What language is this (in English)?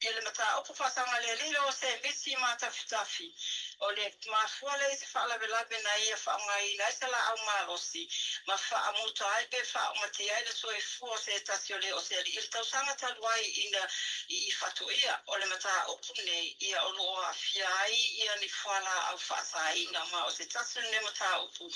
Samoan